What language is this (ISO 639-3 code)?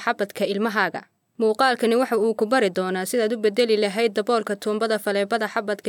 som